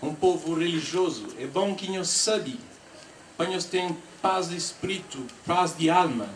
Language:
Kabuverdianu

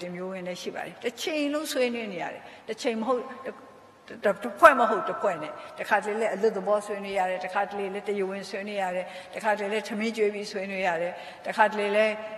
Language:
Burmese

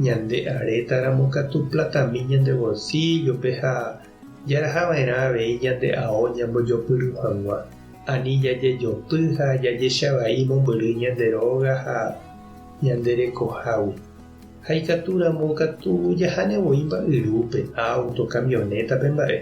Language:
Guarani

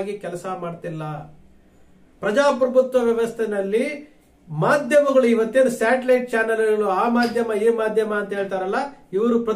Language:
Kannada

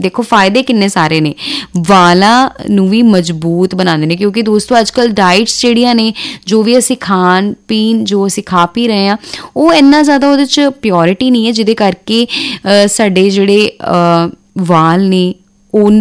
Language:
Punjabi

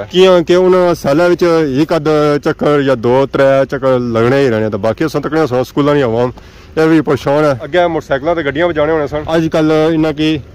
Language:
Pahari-Potwari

